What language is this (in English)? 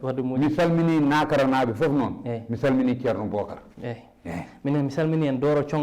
Fula